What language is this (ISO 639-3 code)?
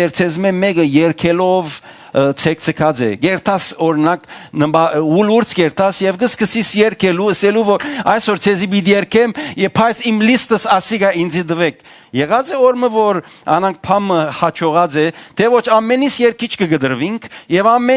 hyw